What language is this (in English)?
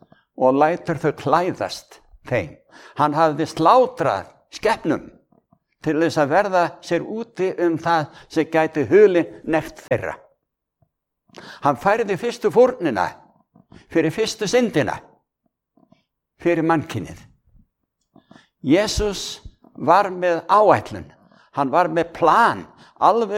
Icelandic